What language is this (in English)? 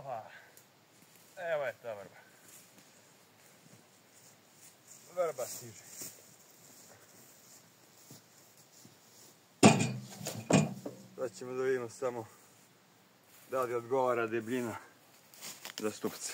Serbian